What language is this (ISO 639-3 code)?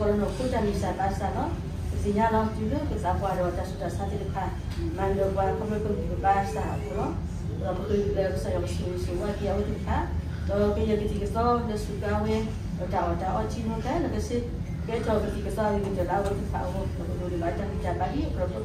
ksw